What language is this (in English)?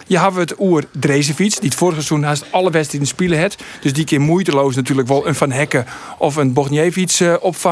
Western Frisian